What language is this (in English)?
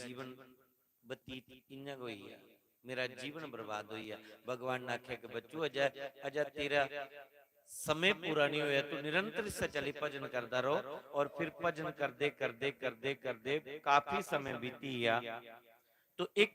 Dogri